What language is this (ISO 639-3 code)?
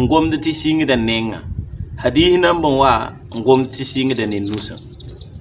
mos